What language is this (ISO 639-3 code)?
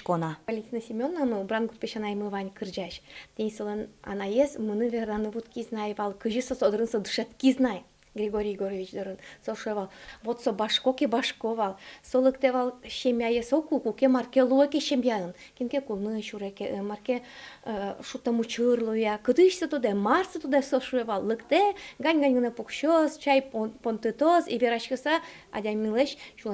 udm